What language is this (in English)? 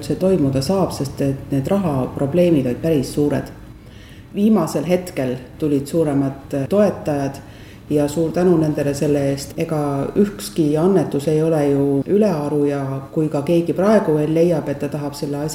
Estonian